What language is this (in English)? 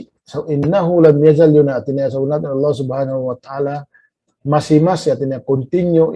Tausug